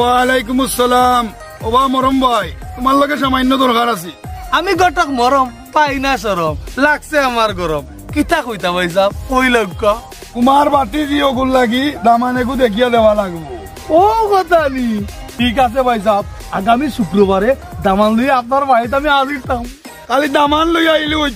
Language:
Sylheti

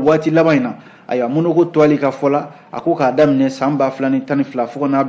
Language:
Bambara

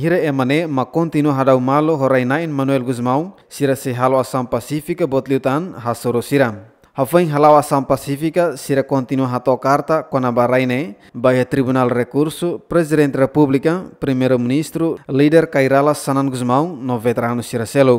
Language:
Tetum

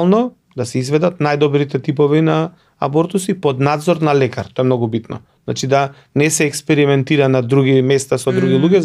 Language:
Macedonian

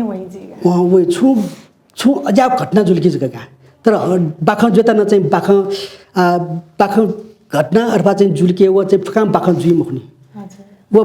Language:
Newari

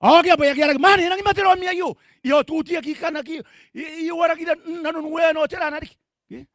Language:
Gilbertese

